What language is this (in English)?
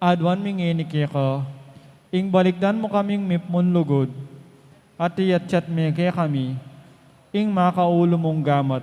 Pampanga